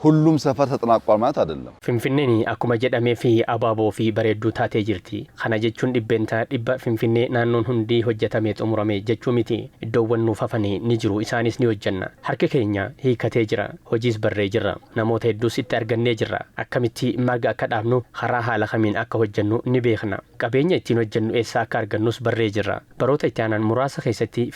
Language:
Oromo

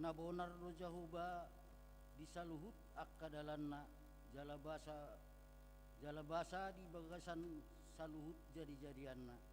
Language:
Batak Toba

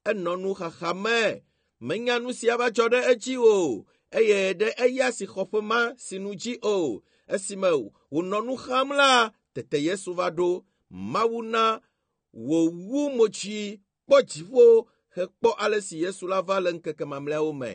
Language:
Ewe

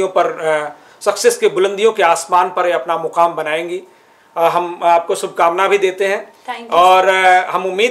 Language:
Hindi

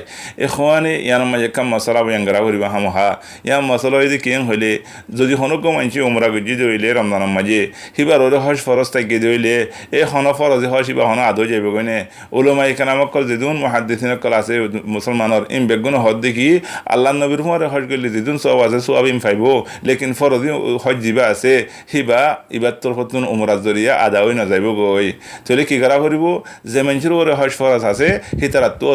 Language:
Rohingya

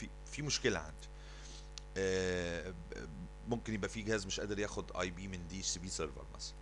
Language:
Egyptian Arabic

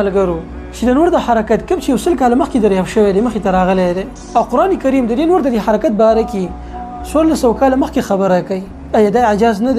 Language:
Pashto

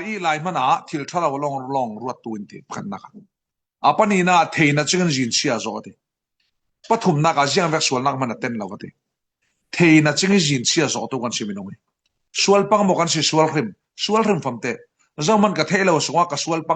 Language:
Falam Chin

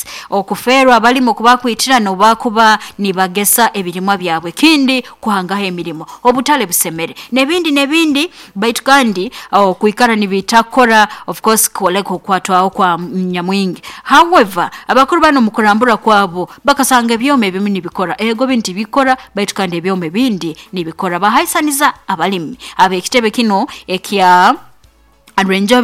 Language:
Nyoro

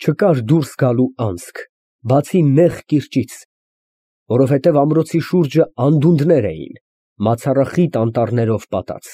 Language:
Armenian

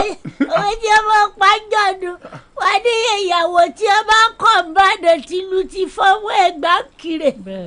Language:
Yoruba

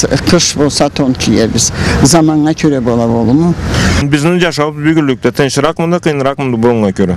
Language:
Karachay-Balkar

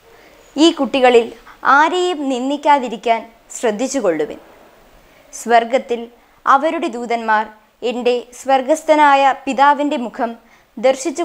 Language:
Malayalam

